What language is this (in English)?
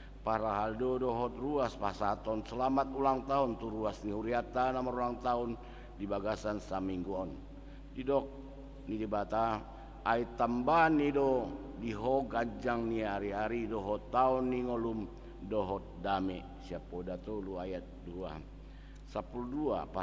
Batak Toba